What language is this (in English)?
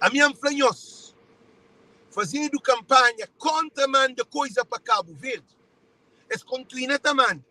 Kabuverdianu